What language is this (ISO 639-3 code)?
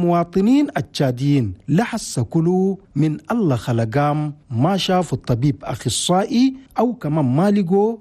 shu